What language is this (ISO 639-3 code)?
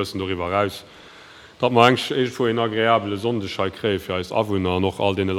ltz